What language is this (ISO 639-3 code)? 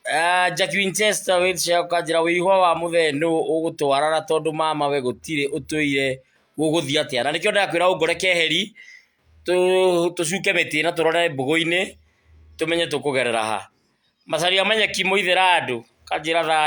kik